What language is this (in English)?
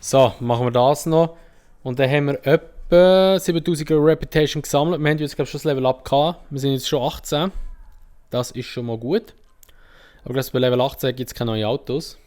Swiss German